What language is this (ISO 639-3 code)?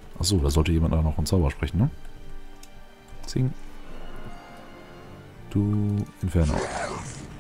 deu